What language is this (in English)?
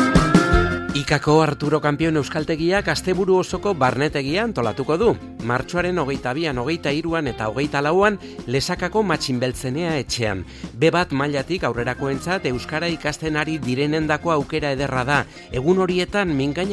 Basque